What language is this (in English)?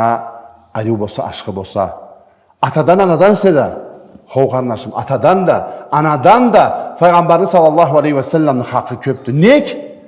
Karachay-Balkar